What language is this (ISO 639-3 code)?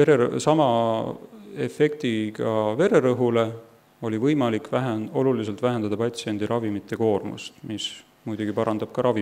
est